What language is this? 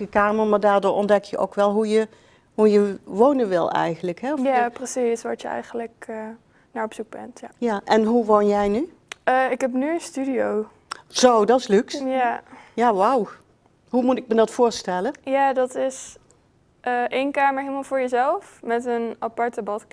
Dutch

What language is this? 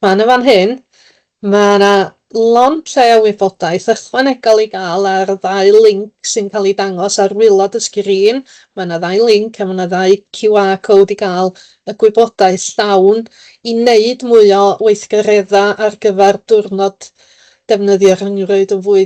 Welsh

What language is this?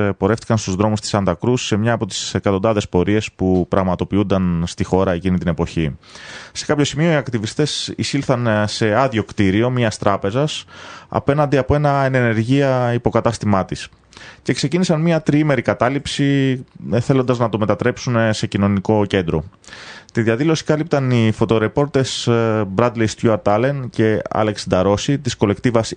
Greek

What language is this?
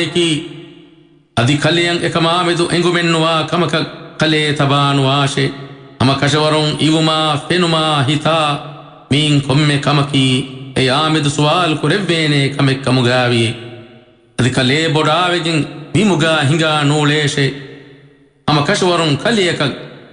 Divehi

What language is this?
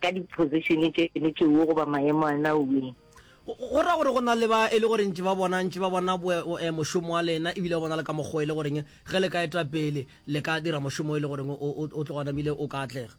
Northern Sotho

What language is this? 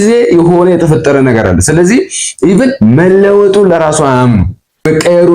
Amharic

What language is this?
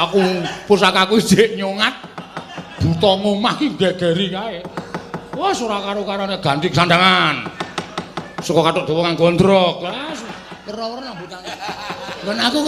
Javanese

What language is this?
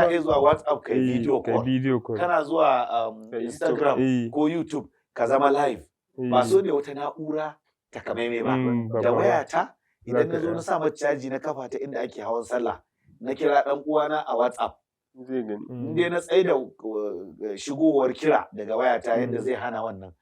Hausa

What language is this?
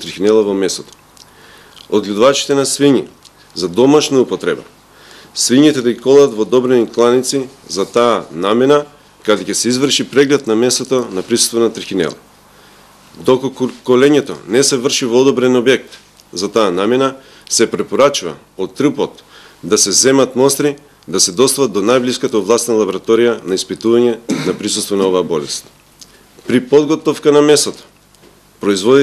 Macedonian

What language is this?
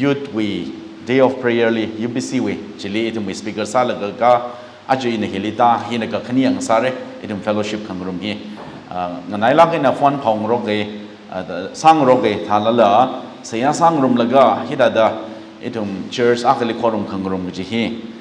Tangkhul Naga (India)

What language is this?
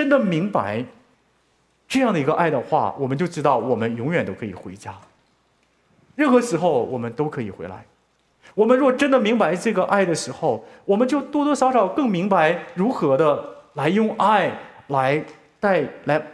Chinese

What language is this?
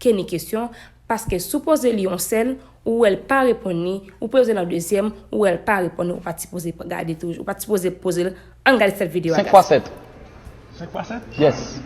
Haitian Creole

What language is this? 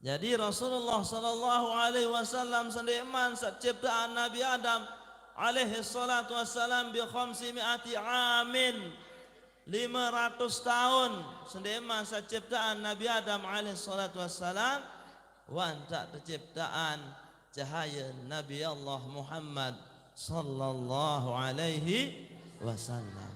Sasak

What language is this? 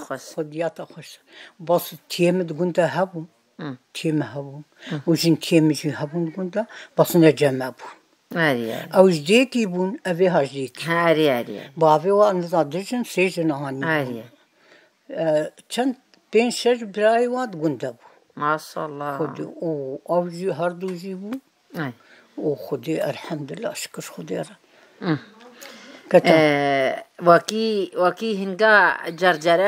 Kurdish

